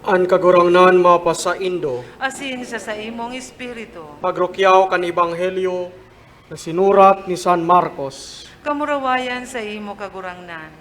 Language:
Bikol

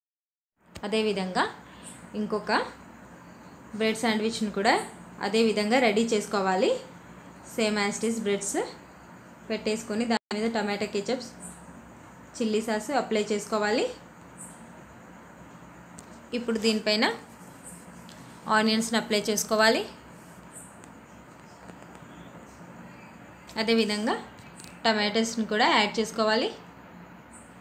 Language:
Telugu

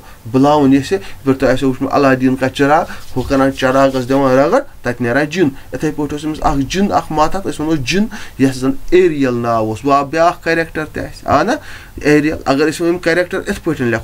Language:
Kashmiri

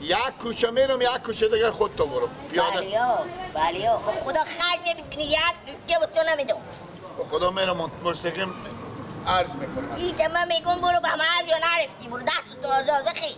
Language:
Persian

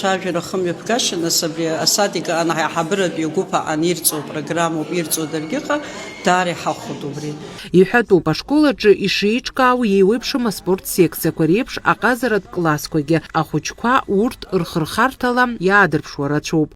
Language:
Abkhazian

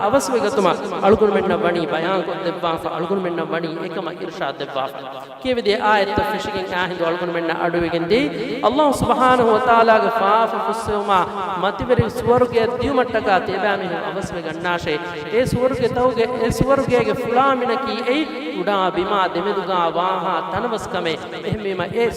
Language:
Divehi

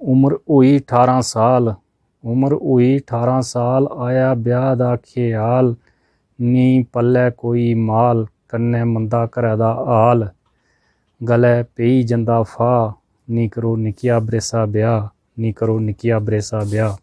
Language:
Dogri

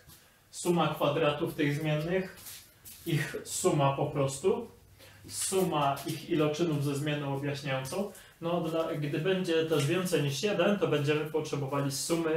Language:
Polish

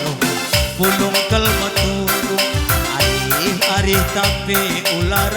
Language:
Batak Karo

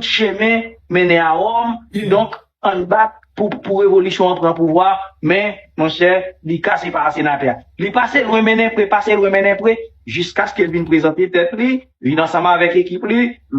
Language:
Haitian Creole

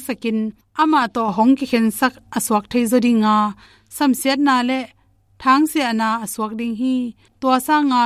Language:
Tedim Chin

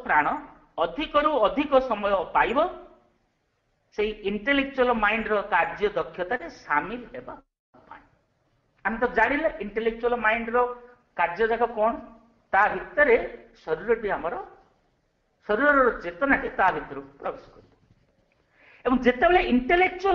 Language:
Odia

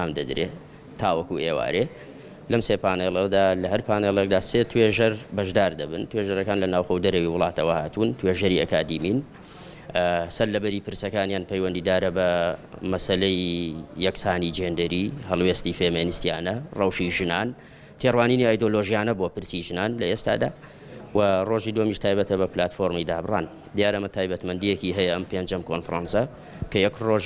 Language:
Central Kurdish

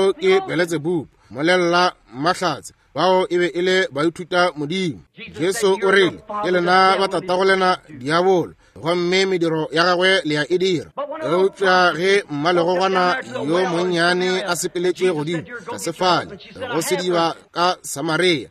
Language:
Northern Sotho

